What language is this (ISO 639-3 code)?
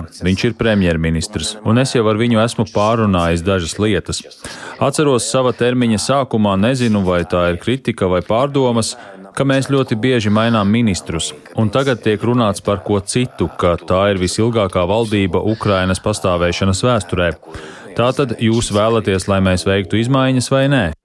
lav